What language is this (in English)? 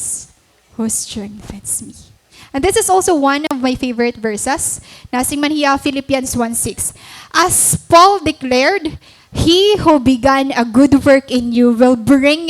Waray